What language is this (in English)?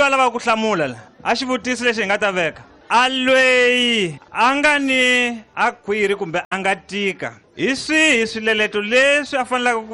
Tsonga